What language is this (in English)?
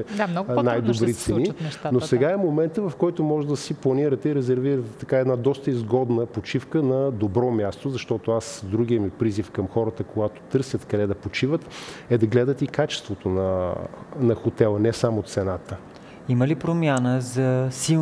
Bulgarian